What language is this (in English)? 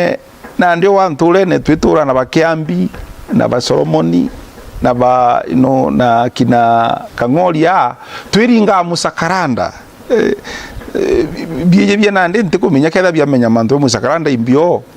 Meru